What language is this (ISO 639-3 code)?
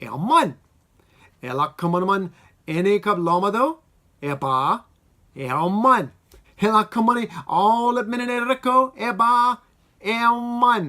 mah